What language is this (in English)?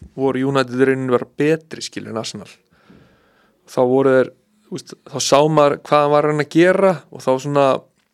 Icelandic